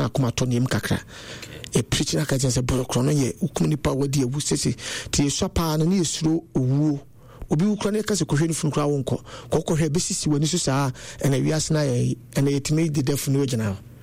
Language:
Akan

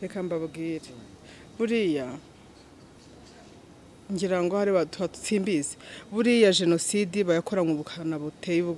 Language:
Kinyarwanda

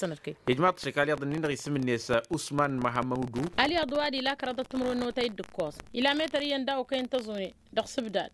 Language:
Tamasheq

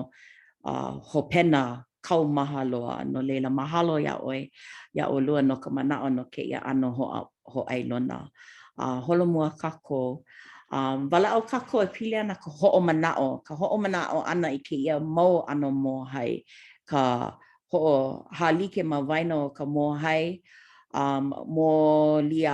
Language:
Hawaiian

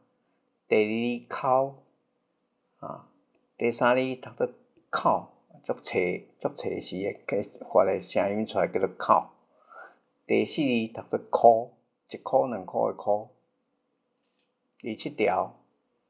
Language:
Min Nan Chinese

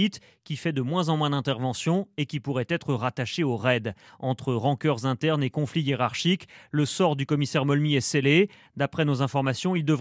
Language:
French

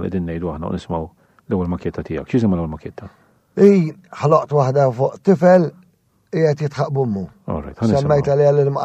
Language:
Maltese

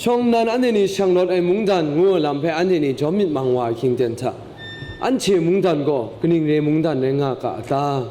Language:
Kachin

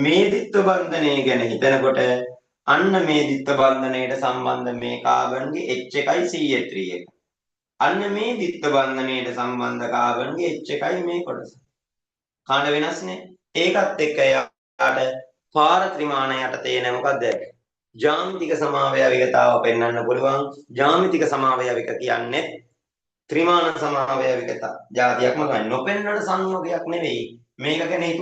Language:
Sinhala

